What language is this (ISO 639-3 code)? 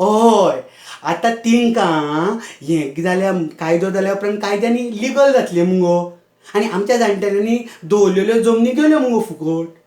kok